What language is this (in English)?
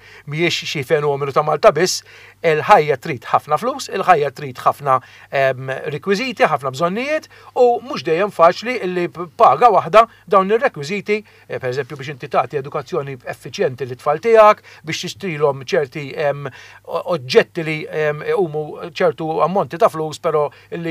Maltese